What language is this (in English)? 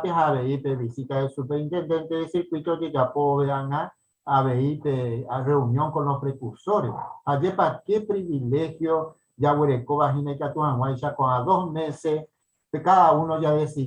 Guarani